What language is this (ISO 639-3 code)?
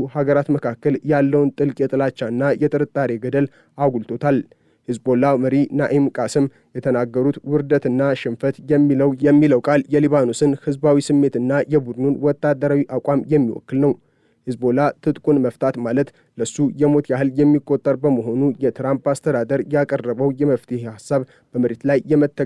amh